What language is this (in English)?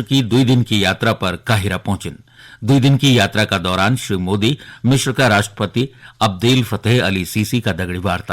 Garhwali